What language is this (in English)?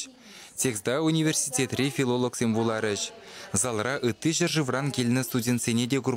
Chuvash